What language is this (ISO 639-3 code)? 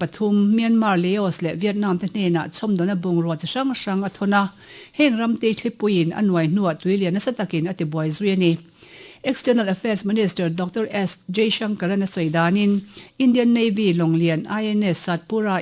lus